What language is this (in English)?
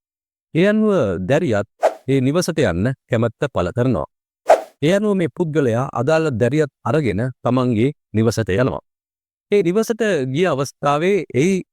Sinhala